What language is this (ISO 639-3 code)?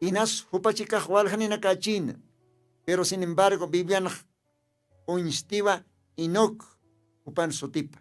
aym